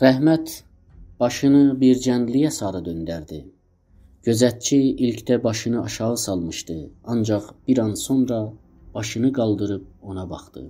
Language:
South Azerbaijani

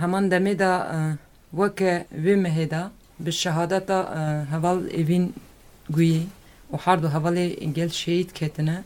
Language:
Kurdish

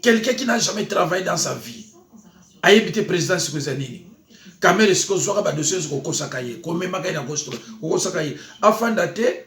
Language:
Lingala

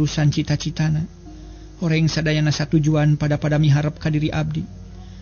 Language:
Sundanese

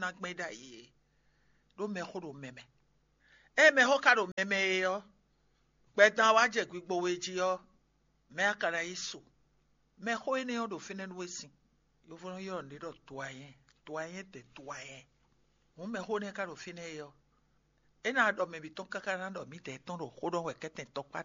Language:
Fon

